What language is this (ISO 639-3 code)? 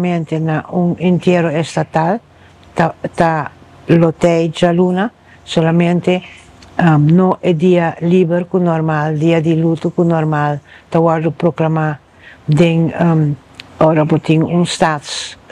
pap